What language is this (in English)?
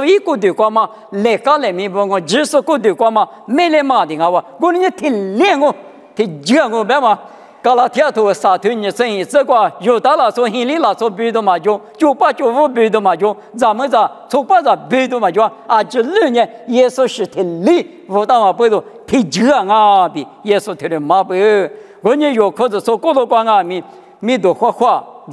Lisu